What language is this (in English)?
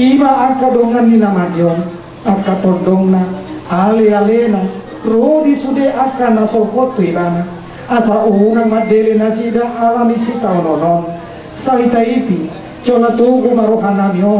Batak Toba